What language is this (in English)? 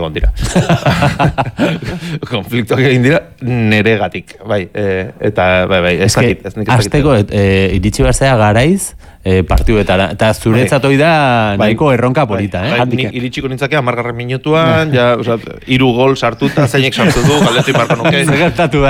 Basque